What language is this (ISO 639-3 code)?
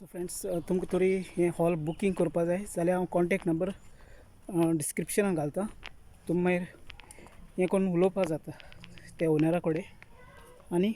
kok